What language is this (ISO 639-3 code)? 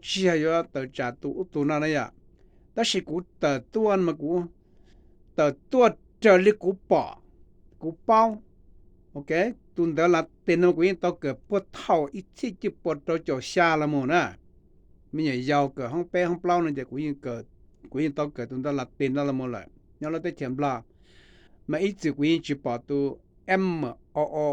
hmn